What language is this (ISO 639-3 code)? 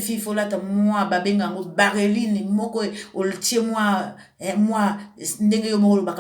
lin